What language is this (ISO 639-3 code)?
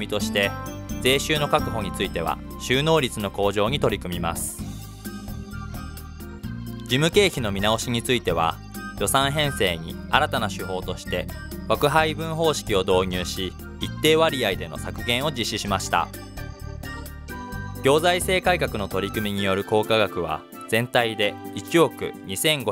jpn